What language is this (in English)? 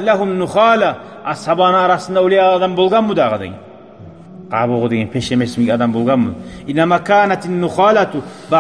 Kumyk